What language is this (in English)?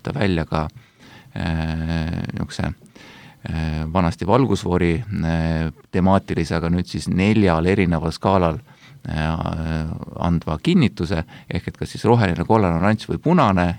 Estonian